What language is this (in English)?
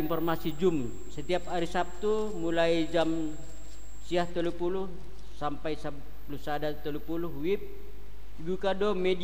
Batak Simalungun